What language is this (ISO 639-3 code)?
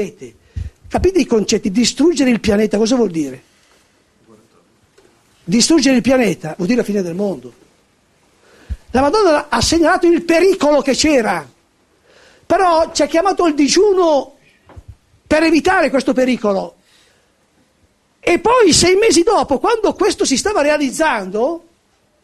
ita